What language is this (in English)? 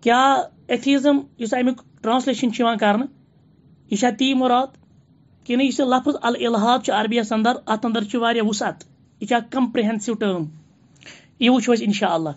Kashmiri